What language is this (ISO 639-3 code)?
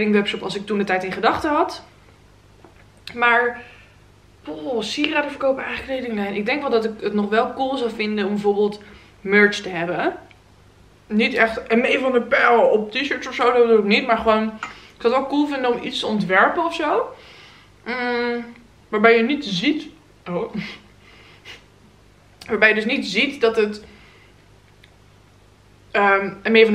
nld